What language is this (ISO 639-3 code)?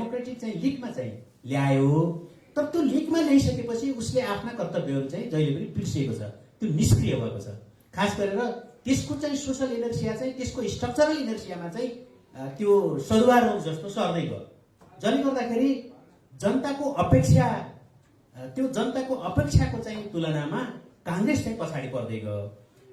nep